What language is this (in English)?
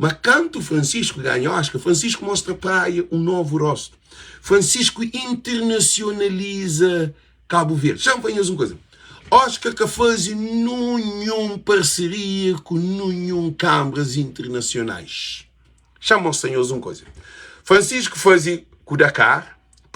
Kabuverdianu